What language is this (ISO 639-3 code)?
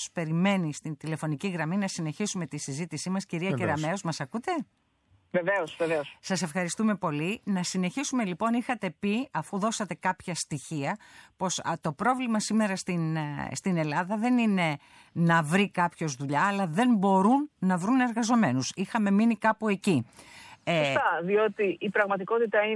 ell